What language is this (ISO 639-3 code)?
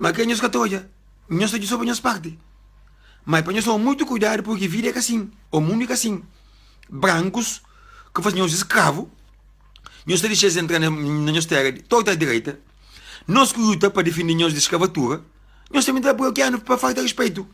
kea